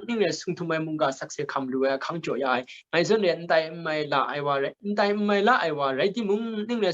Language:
Kachin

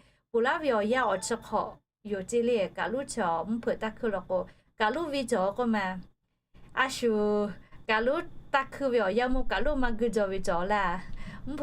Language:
Lahu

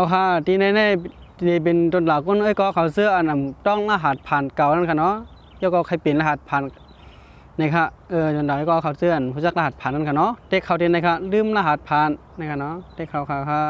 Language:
Shan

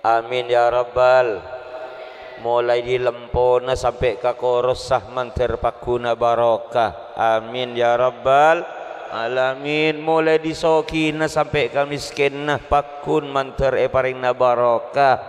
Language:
Madurese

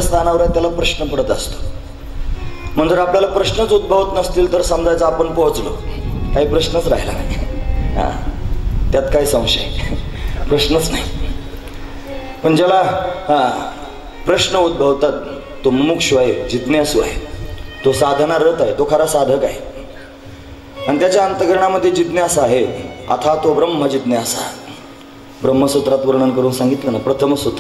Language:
Marathi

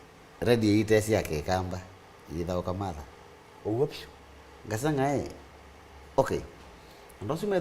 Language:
Kamba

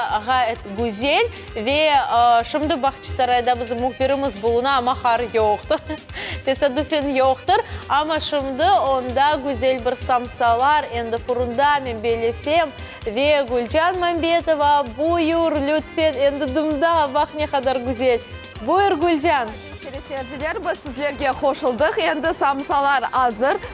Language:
Crimean Tatar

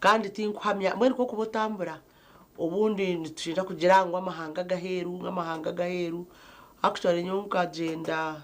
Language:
Nyankole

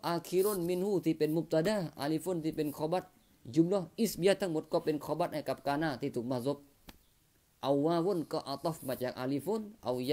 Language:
Thai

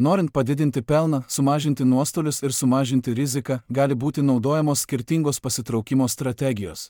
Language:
Lithuanian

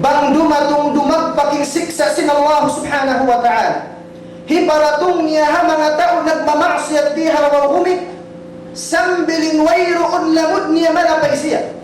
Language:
Tausug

